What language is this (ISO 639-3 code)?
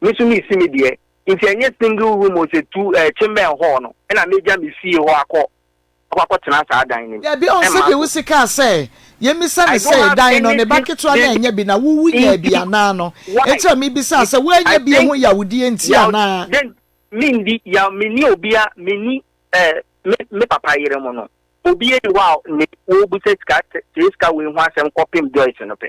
aka